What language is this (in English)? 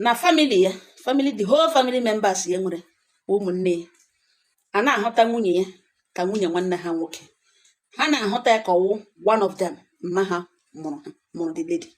Igbo